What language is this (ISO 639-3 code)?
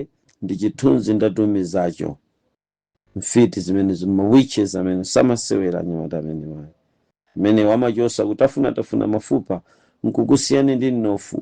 nya